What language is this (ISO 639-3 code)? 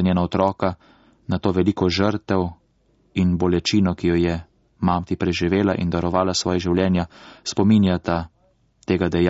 slv